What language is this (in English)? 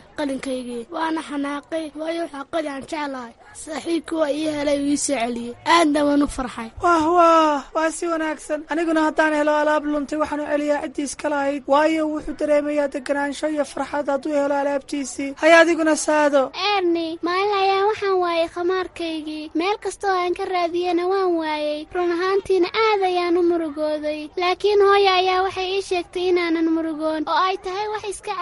Somali